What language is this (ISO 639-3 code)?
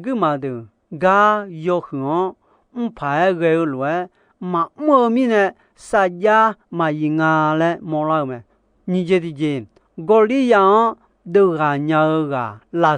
ahk